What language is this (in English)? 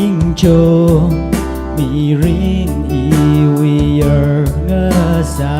Tangkhul Naga (India)